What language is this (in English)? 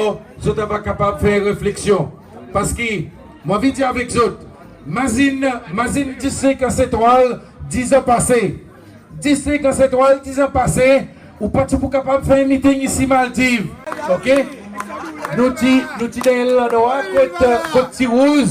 Seselwa Creole French